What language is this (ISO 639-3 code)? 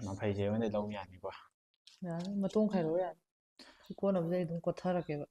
mni